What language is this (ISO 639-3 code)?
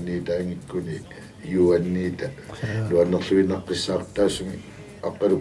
kal